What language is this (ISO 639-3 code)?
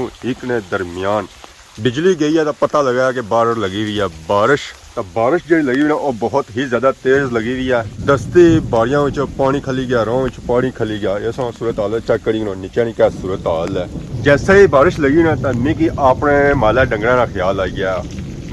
phr